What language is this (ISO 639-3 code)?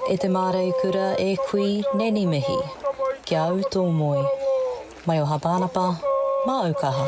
mri